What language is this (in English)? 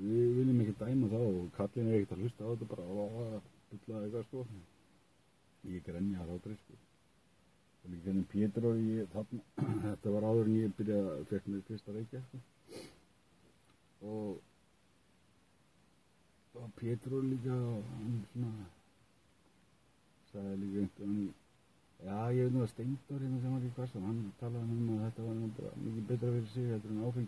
Icelandic